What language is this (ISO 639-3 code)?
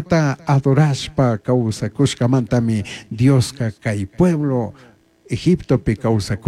qug